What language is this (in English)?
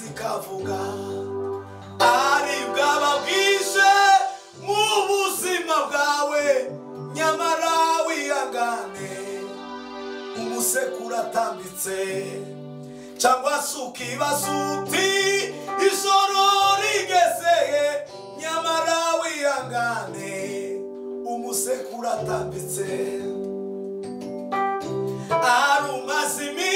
Kinyarwanda